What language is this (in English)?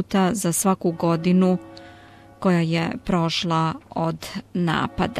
Serbian